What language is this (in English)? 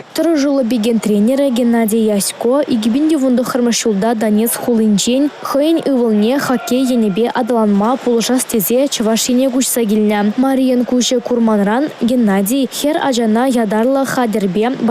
Chuvash